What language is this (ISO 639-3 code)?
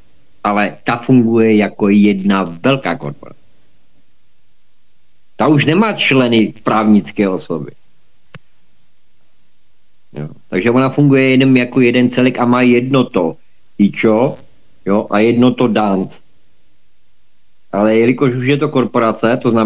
ces